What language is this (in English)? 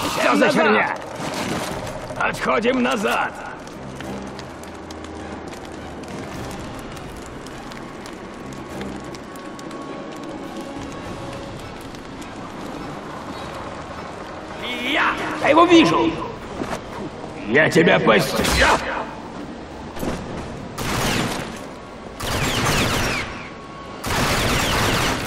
Russian